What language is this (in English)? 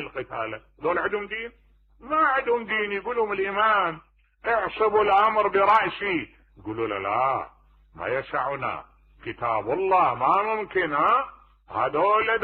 Mesopotamian Arabic